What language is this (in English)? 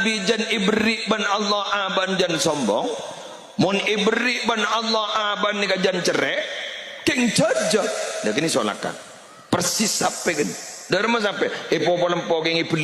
Madurese